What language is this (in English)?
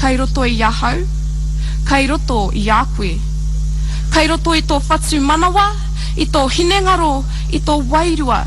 Māori